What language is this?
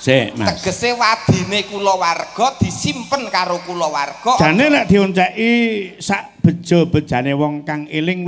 Javanese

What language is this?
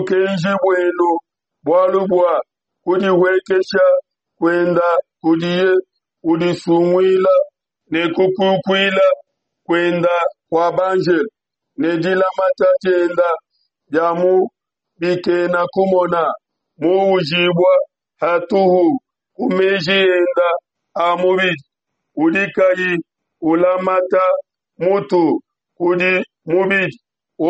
Luba-Lulua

